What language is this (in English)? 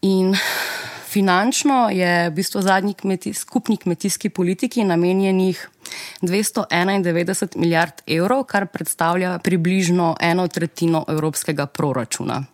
Slovenian